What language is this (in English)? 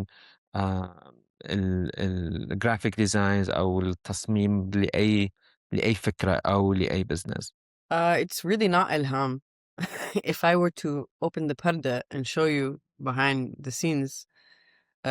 Mesopotamian Arabic